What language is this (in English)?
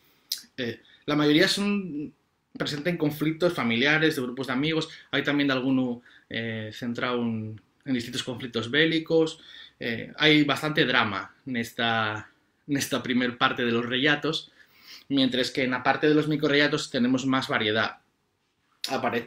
Asturian